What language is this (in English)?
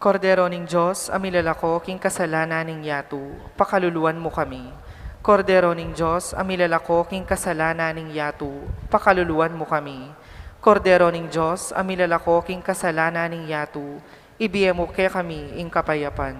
Pampanga